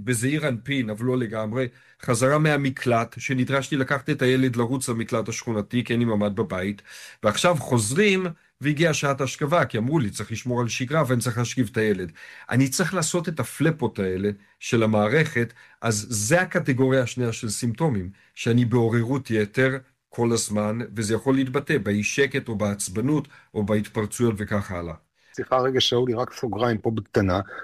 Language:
Hebrew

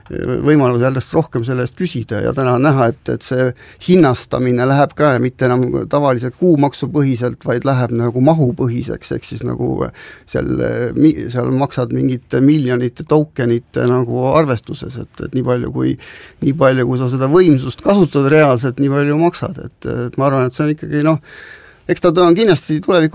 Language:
Estonian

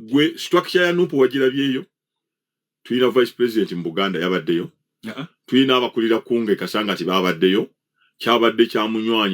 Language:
Ganda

